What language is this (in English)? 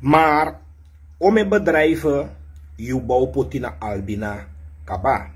Sranan Tongo